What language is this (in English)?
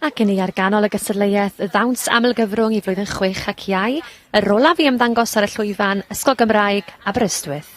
Welsh